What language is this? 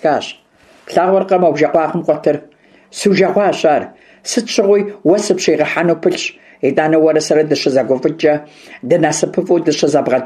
Kabardian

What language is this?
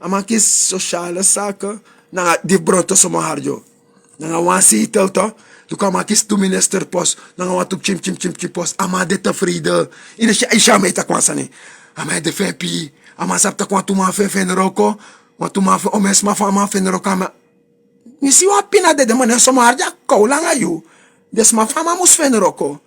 Sranan Tongo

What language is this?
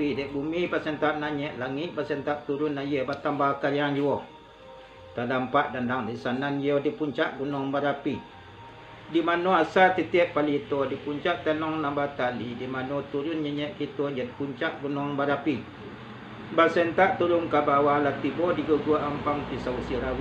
Minangkabau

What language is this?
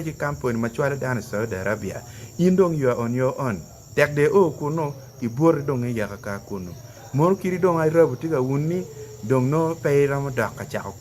Acoli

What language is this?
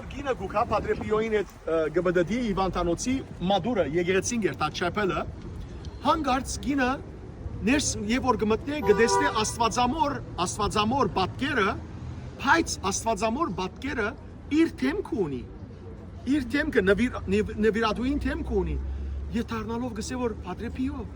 Western Armenian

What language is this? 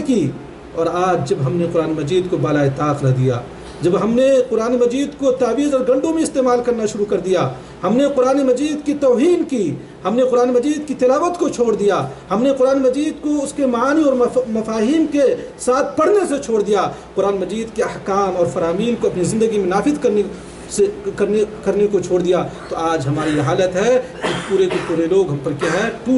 Urdu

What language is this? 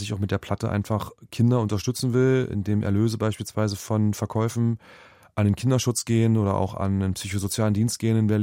German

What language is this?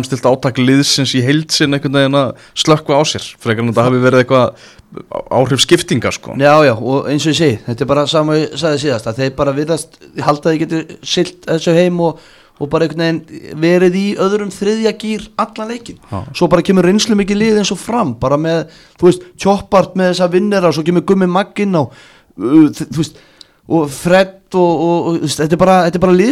Icelandic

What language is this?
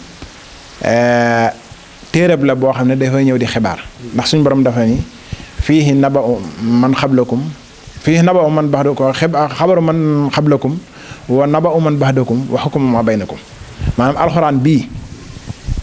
Wolof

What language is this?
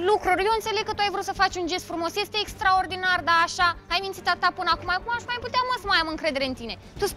Romanian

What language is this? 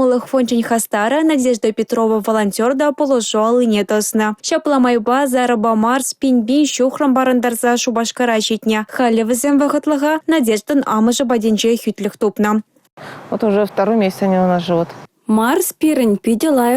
Chuvash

